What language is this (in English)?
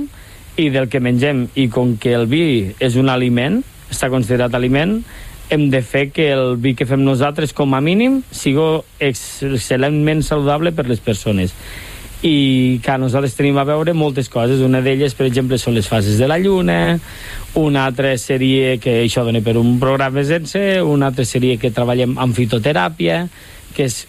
Catalan